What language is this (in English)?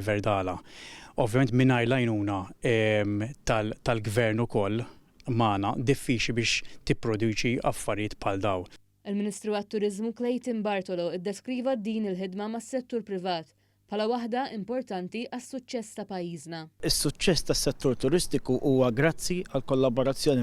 Maltese